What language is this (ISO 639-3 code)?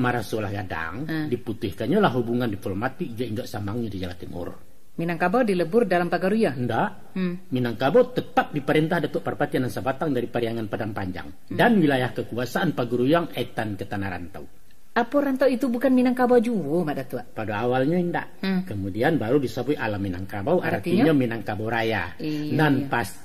min